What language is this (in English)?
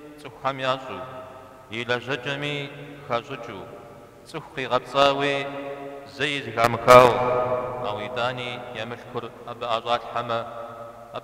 Kabardian